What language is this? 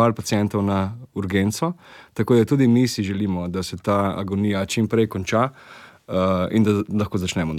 Slovenian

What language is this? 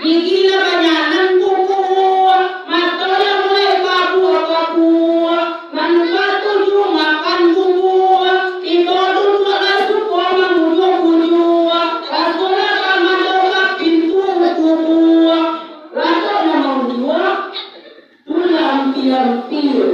Minangkabau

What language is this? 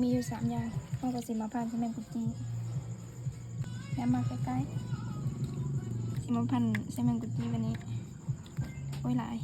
Lao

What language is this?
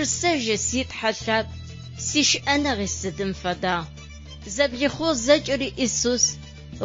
Adyghe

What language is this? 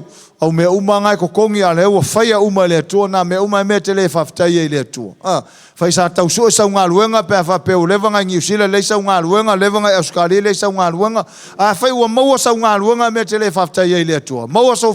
Samoan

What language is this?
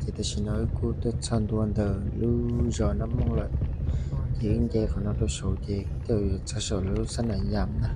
Hmong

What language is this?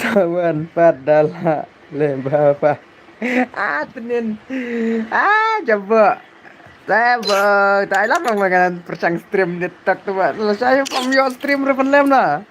Khasi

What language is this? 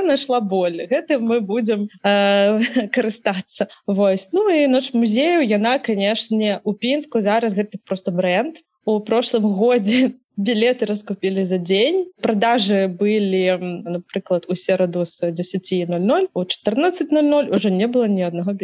Belarusian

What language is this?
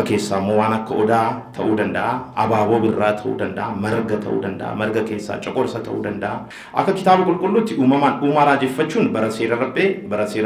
Oromo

